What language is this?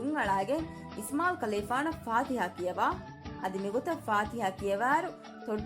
Divehi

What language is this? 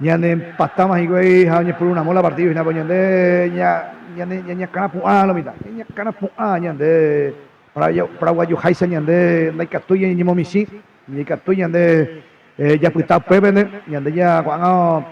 Guarani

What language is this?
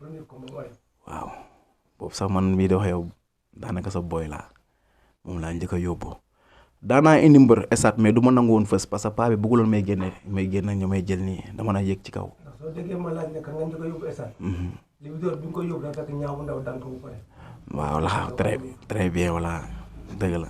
Wolof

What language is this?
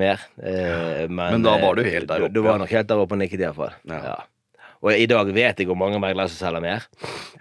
Norwegian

